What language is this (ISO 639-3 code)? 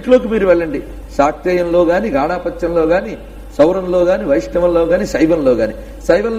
tel